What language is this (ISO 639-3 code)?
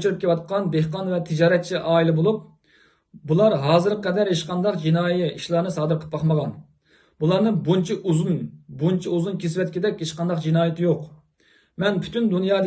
uig